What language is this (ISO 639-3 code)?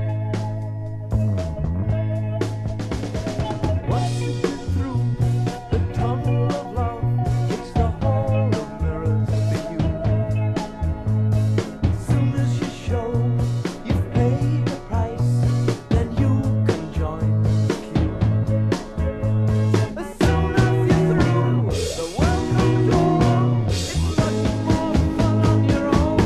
eng